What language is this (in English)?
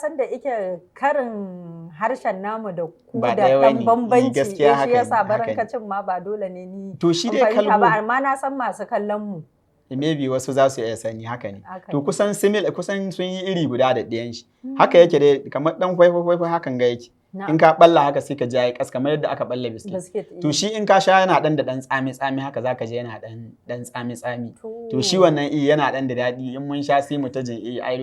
Hausa